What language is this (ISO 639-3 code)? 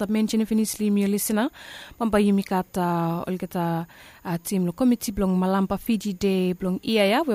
bis